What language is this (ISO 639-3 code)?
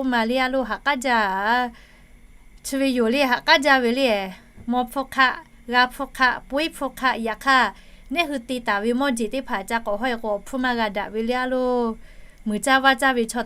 lhu